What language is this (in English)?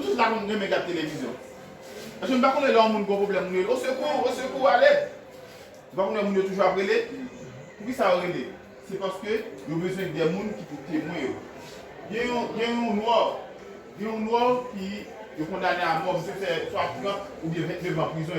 Haitian Creole